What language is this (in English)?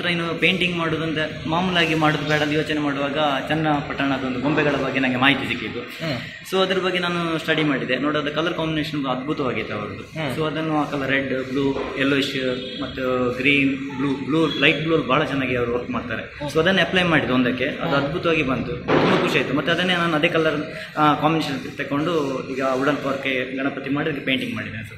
Kannada